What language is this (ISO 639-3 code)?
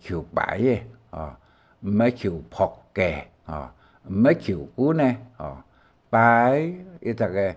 hak